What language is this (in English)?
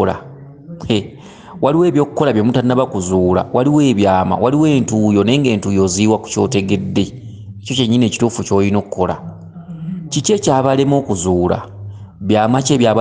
Ganda